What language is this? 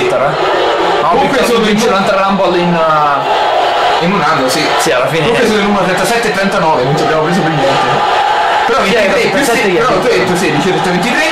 Italian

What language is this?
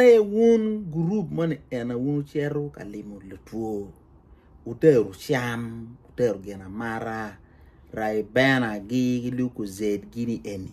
Acoli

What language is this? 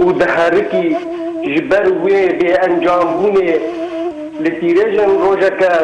Kurdish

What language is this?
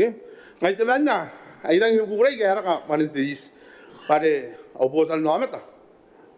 Gilbertese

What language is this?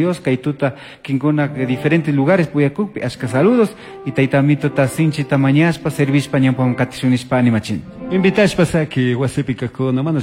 Chimborazo Highland Quichua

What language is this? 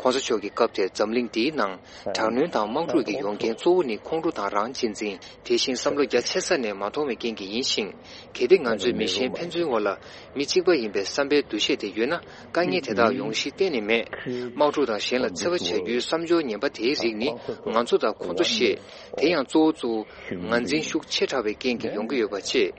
Tibetan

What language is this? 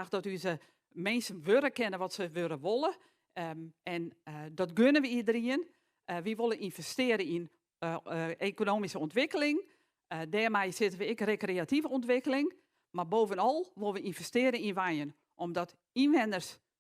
Western Frisian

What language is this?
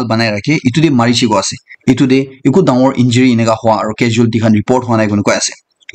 Naga Pidgin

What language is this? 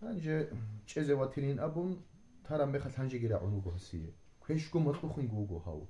Avaric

